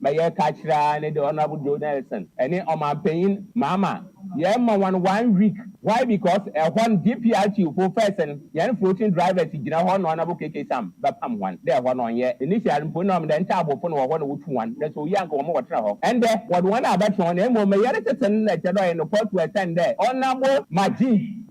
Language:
Akan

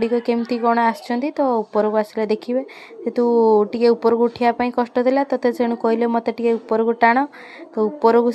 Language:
Odia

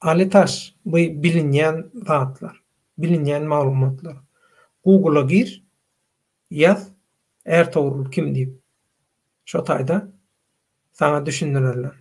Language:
Turkmen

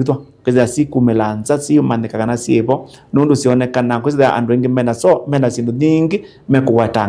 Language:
Kamba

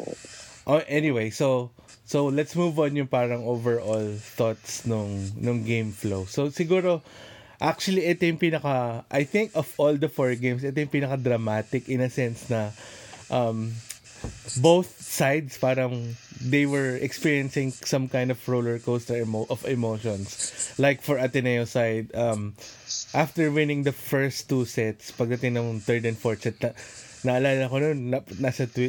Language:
Filipino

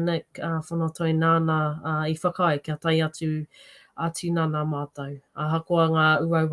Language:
Māori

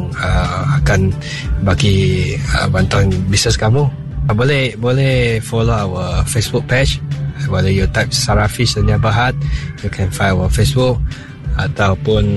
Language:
Iban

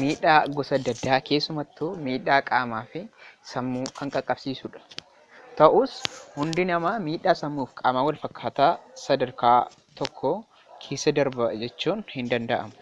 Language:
Oromo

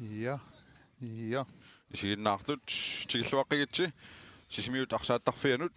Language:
Kalaallisut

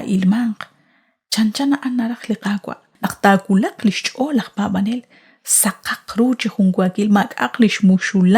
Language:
Kekchí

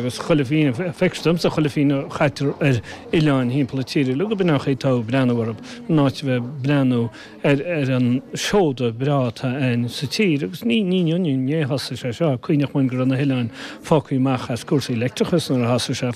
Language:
Irish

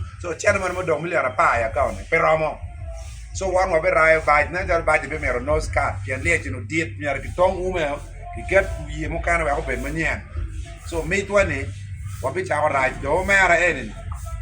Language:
Acoli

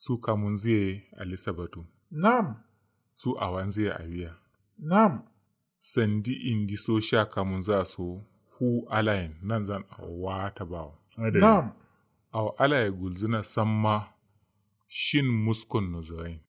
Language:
Kanuri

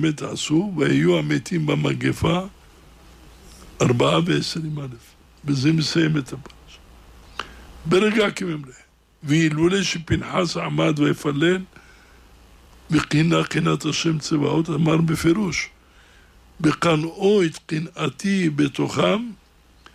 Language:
Hebrew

